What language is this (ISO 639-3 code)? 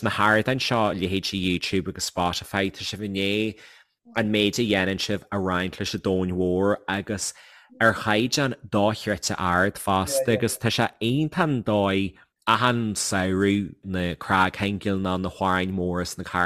gle